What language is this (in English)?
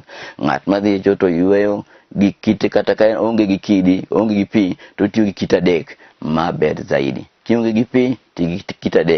Luo (Kenya and Tanzania)